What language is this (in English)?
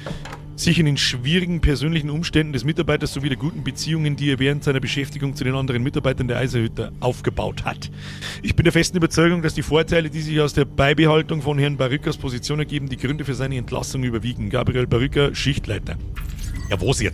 Bavarian